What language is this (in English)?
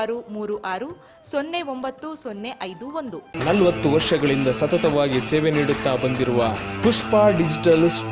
Kannada